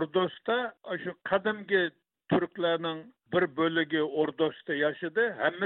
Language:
Uyghur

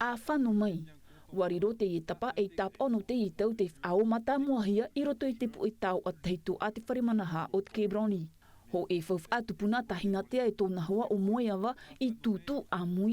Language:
Tahitian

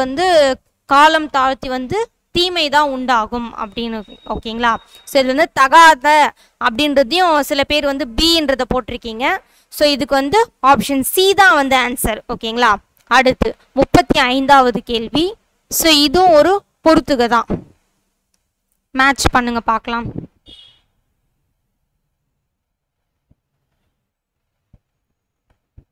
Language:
Tamil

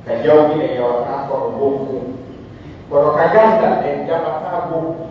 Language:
Pular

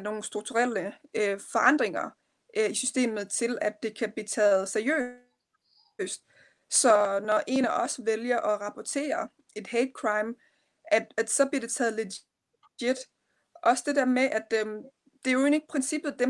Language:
Danish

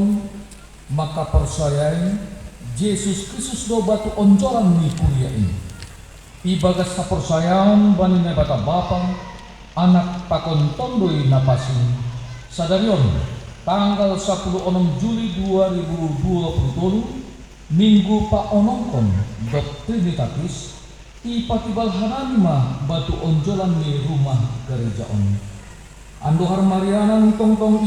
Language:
Batak Simalungun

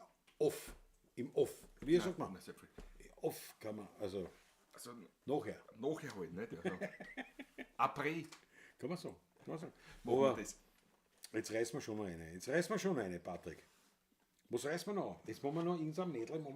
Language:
Bavarian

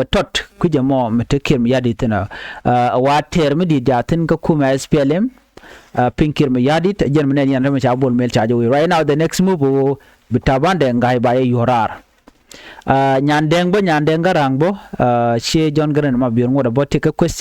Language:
Nuer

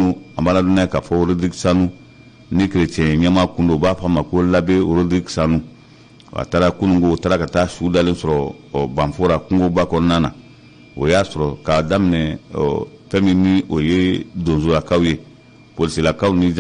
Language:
Bambara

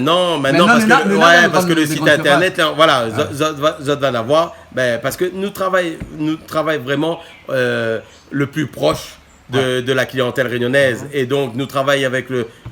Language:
Réunion Creole French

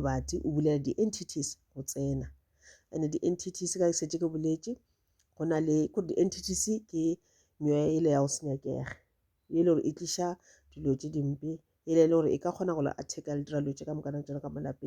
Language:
Northern Sotho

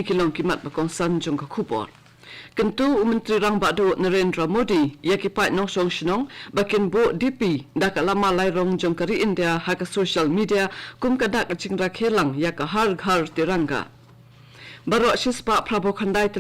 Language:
Khasi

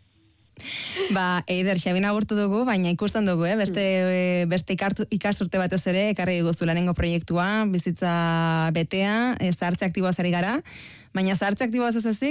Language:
Basque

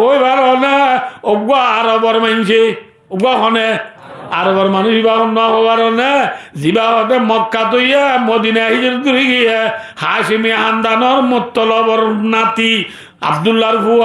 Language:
Rohingya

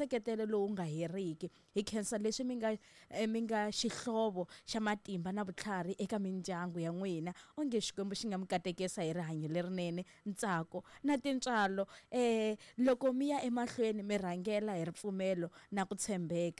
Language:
Tsonga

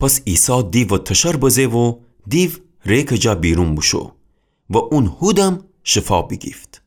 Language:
Gilaki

